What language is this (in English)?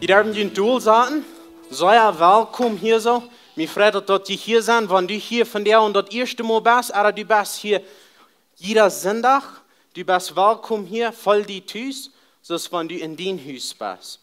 Plautdietsch